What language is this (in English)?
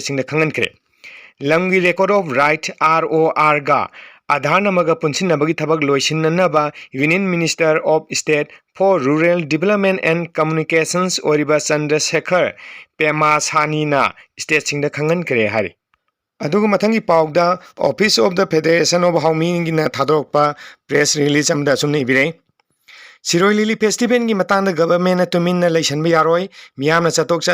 Manipuri